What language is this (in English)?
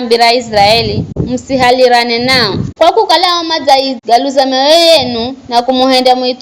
Giryama